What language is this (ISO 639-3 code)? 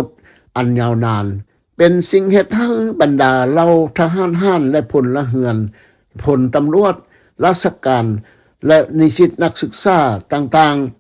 lao